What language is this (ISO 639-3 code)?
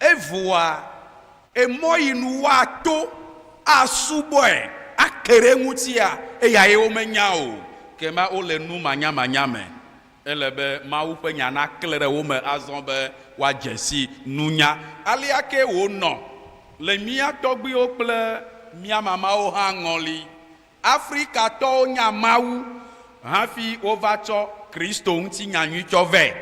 ewe